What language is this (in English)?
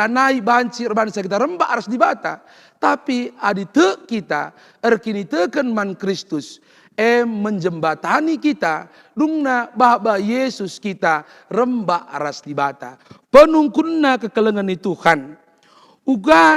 Batak Karo